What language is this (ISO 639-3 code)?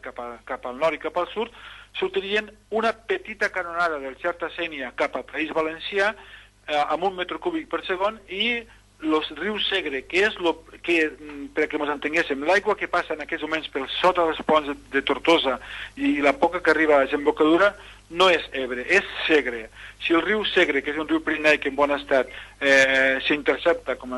cat